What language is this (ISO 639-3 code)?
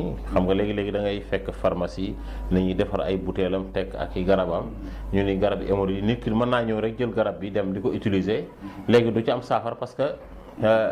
wol